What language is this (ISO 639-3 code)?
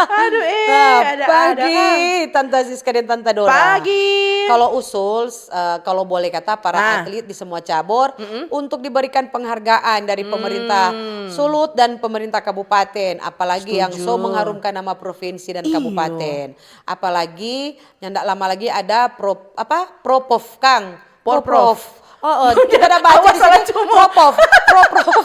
xmm